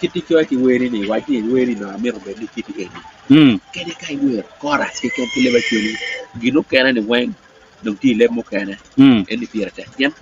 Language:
Acoli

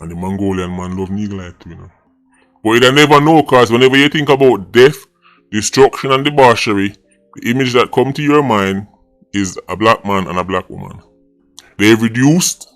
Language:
Jamaican Creole English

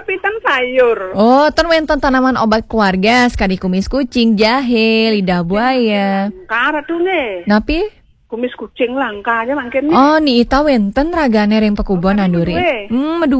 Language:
Balinese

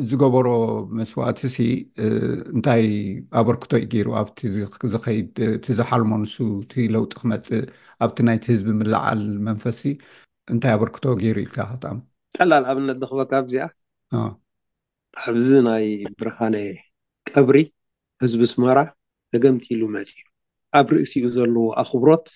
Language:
Tigrinya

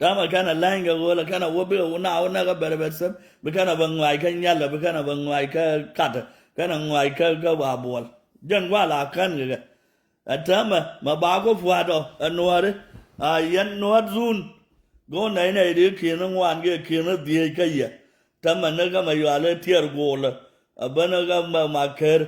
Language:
Nuer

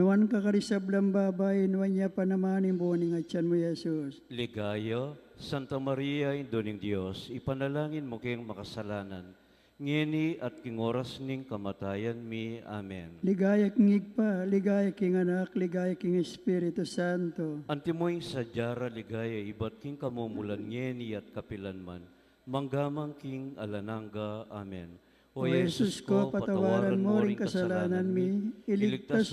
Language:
Pampanga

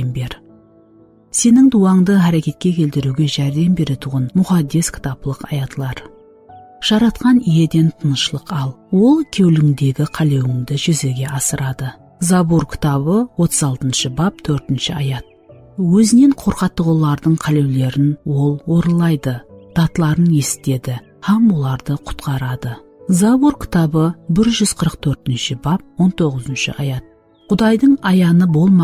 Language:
Kara-Kalpak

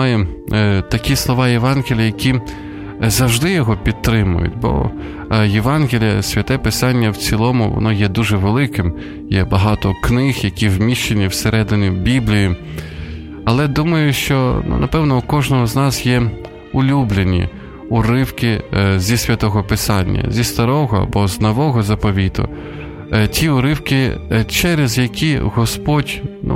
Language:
Ukrainian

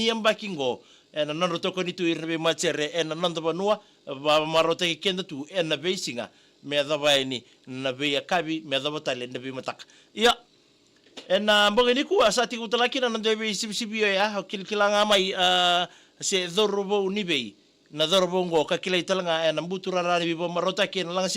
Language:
Fijian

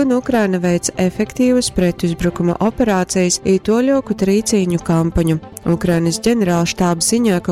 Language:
Latgalian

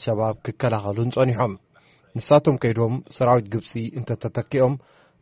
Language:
Tigrinya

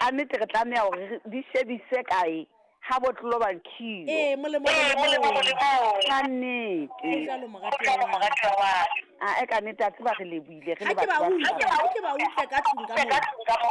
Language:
Southern Sotho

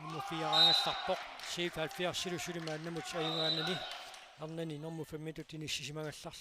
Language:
Kalaallisut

